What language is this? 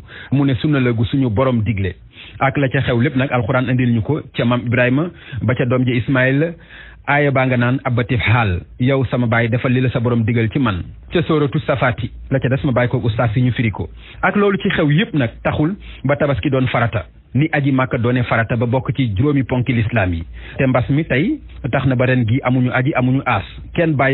Wolof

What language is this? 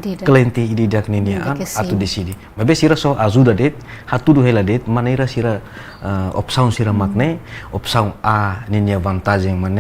Tetum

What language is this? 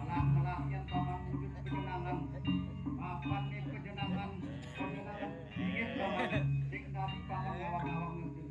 Balinese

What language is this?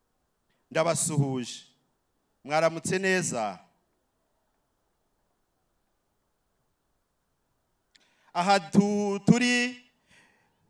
Kinyarwanda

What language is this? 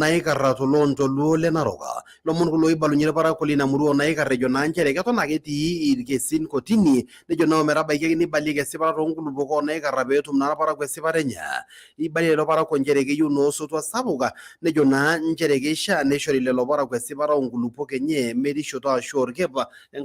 Masai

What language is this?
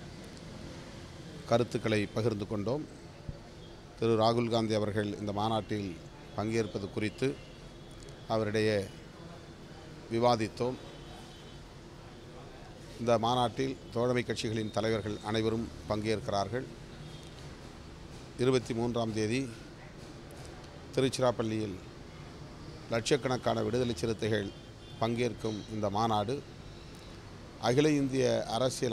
Tamil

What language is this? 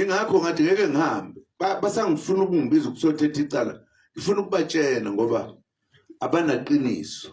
Zulu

